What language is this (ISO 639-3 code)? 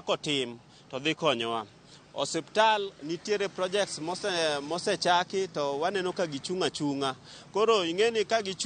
luo